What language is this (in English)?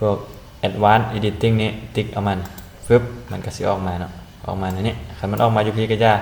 Lao